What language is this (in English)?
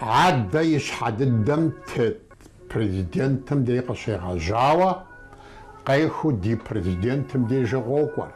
Kabardian